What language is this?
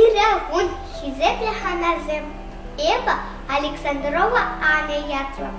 Chuvash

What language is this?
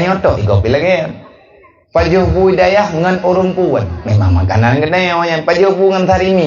Achinese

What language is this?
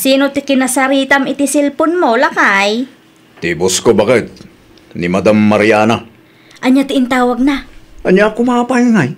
Iloko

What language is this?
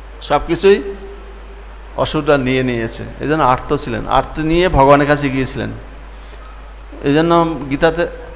Bangla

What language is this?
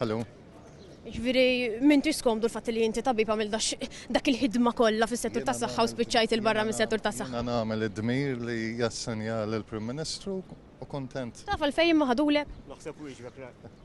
Maltese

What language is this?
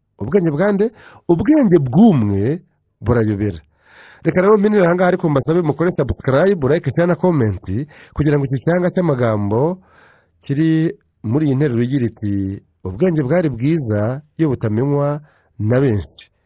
Kinyarwanda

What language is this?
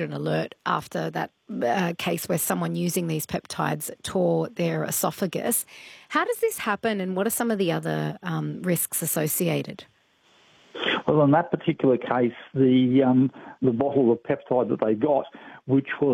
English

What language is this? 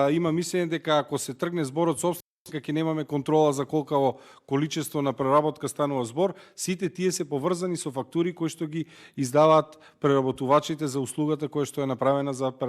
Macedonian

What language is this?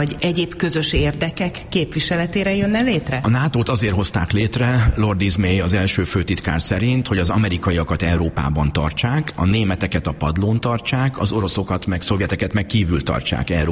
Hungarian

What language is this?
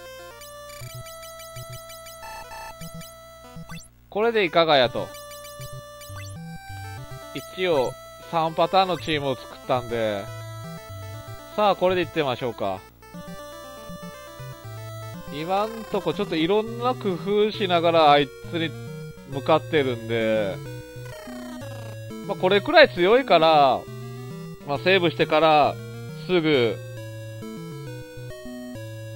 Japanese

